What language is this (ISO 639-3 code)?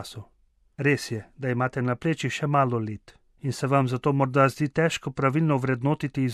slv